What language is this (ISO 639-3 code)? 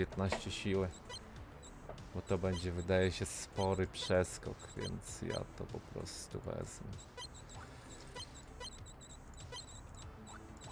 pol